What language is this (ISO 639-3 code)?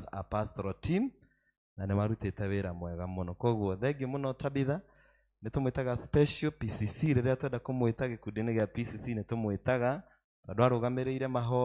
kik